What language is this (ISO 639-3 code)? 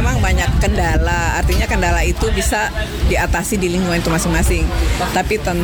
ind